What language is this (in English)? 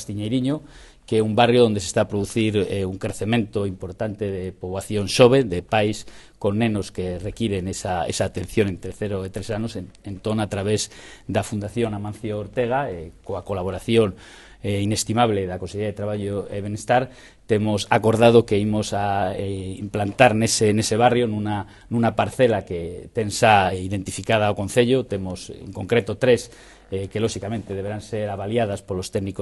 Galician